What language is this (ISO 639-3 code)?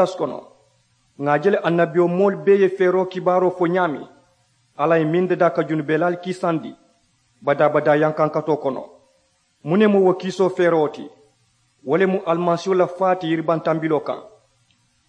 man